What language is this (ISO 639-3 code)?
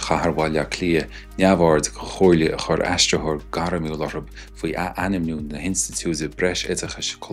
gle